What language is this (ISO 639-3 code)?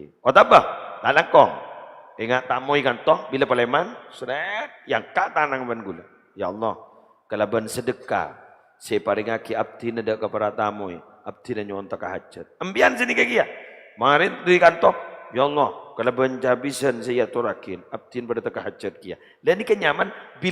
mad